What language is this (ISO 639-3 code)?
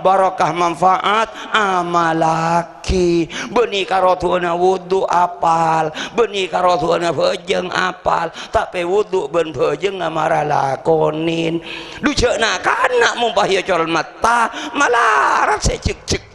mad